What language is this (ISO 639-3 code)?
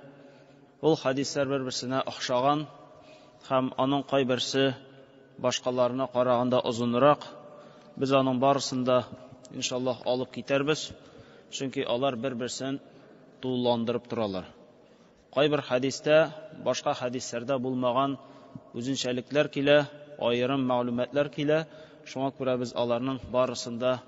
tat